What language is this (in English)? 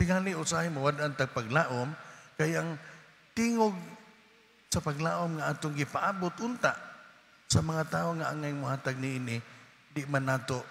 Cebuano